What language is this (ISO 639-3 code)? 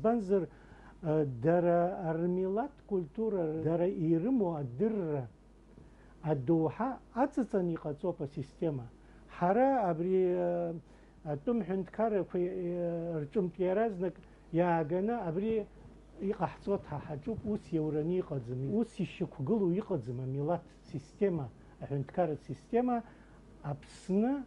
abk